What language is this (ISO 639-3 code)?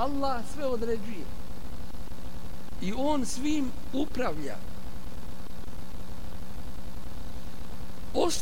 bos